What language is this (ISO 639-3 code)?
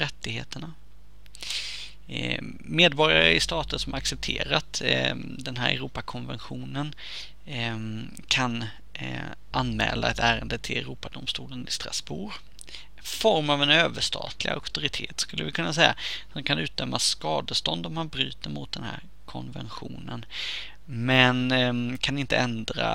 swe